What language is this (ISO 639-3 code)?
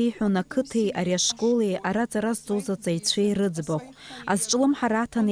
abk